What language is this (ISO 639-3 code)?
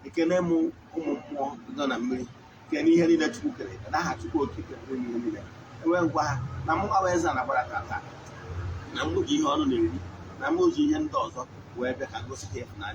ibo